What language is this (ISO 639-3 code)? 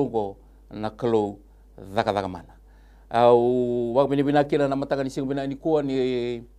fij